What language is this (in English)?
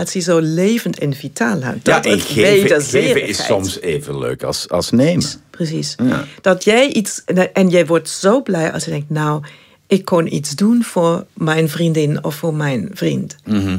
Dutch